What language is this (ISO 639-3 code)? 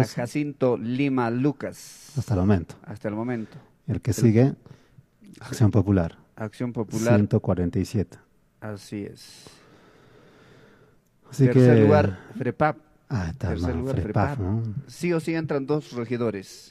spa